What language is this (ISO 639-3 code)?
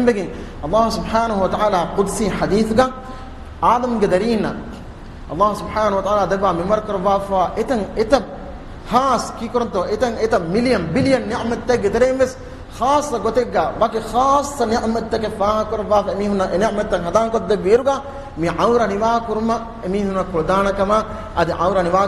div